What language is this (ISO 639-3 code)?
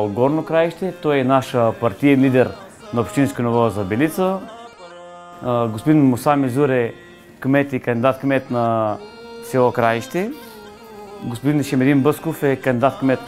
bul